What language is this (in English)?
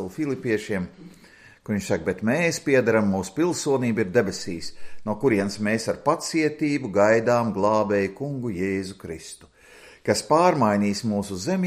Latvian